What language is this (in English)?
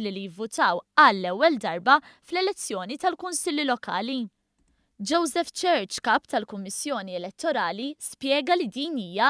Maltese